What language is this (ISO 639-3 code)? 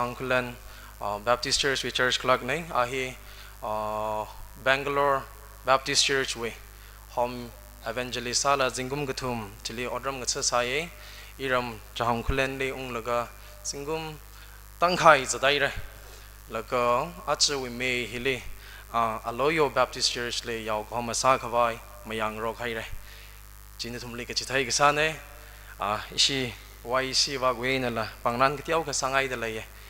nmf